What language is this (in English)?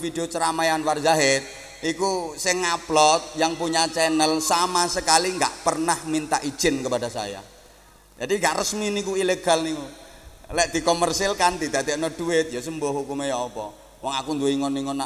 Javanese